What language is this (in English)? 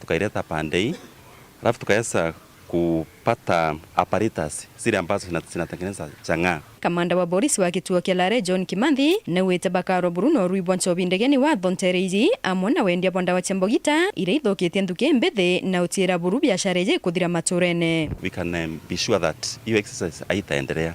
Meru